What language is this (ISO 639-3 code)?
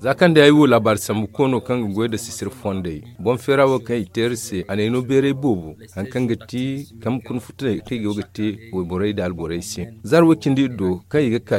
dje